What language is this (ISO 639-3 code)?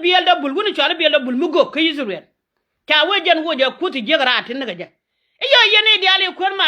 nus